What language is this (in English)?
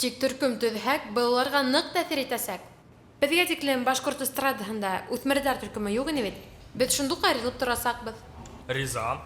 Bashkir